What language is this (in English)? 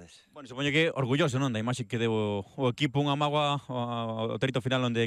Galician